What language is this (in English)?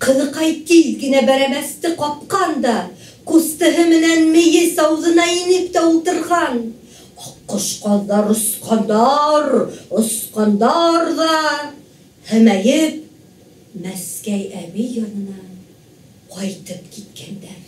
Bashkir